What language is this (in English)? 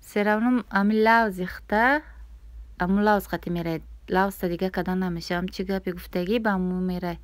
Tajik